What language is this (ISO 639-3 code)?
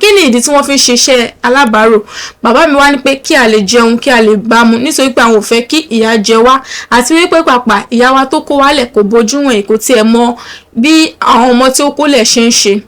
yor